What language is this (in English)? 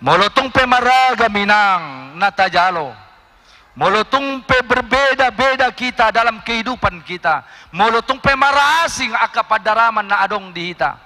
Batak Toba